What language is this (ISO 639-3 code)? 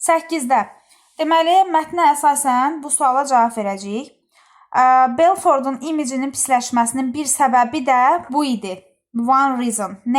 aze